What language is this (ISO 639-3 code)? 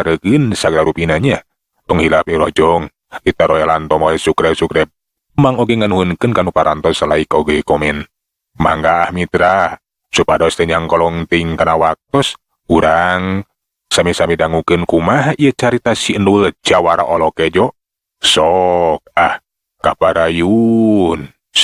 sun